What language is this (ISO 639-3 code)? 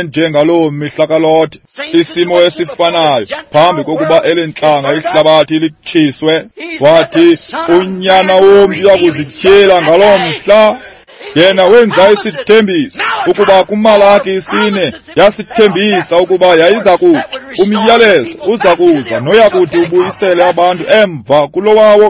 xho